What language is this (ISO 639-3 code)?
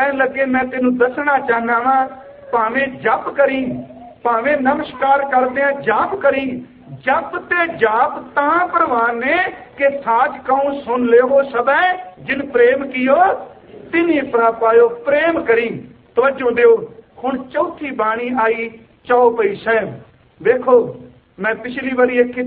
pan